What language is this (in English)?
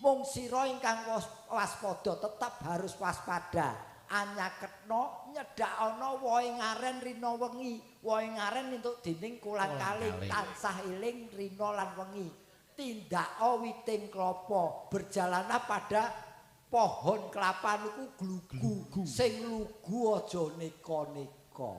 Javanese